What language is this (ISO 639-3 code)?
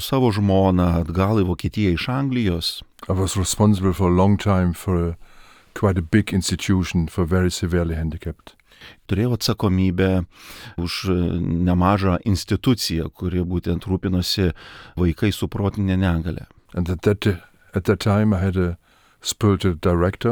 lit